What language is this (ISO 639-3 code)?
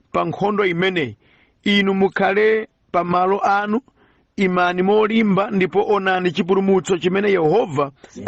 nya